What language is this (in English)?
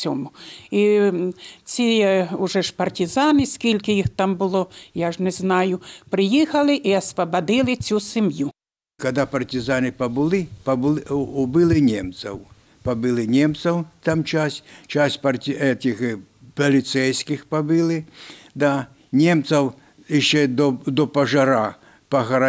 Ukrainian